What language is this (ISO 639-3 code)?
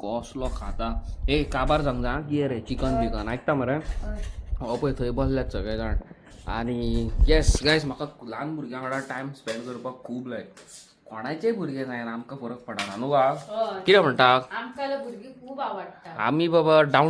kok